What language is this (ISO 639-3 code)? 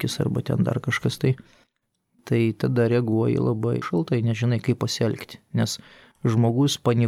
lit